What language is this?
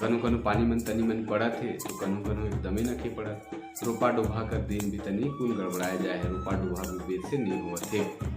Sadri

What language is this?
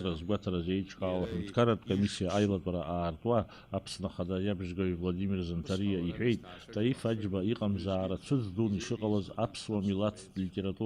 Abkhazian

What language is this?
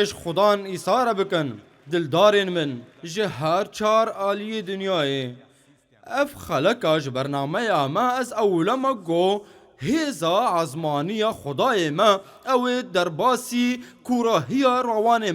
Kurdish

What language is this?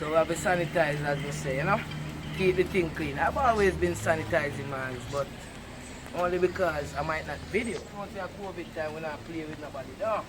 Jamaican Creole English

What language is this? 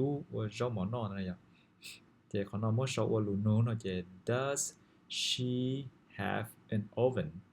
Hmong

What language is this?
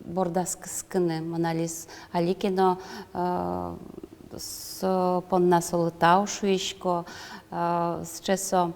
Udmurt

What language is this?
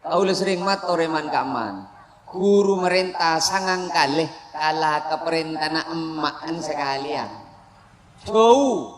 Madurese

